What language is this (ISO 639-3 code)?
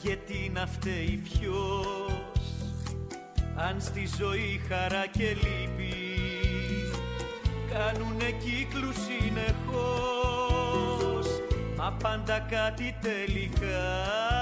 ell